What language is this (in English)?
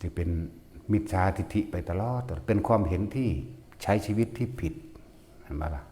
Northeastern Thai